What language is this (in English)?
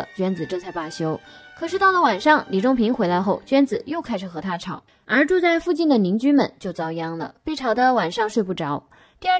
Chinese